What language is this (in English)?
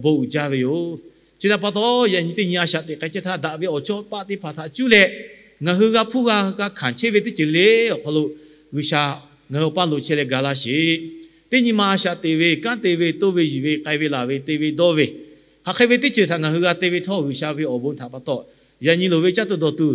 Lahu